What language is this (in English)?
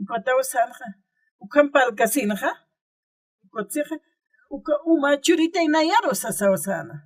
Aymara